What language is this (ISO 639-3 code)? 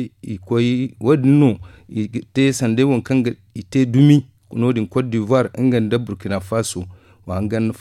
dje